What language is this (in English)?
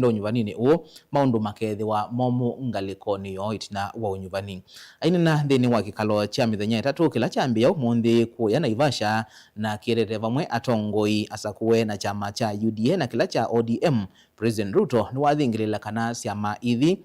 Kamba